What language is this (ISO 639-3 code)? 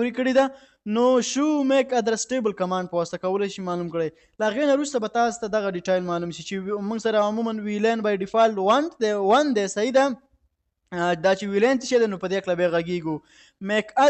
pus